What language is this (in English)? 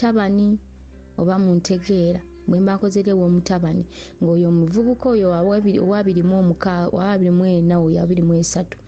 Ganda